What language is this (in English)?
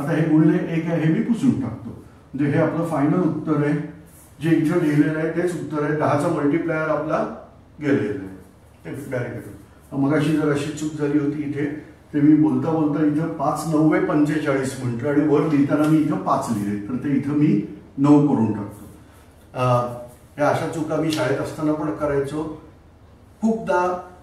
Marathi